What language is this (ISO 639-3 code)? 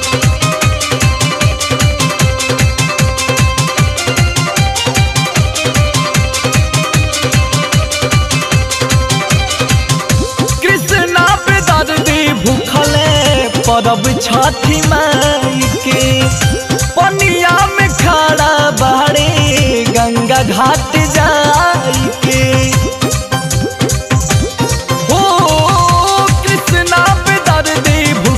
bho